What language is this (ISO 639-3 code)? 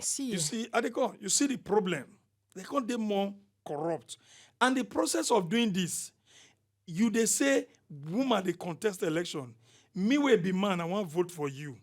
pcm